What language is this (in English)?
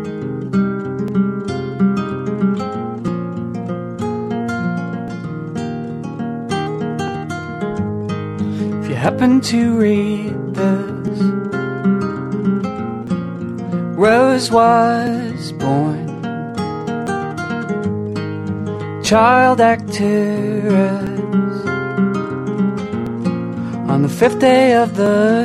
Basque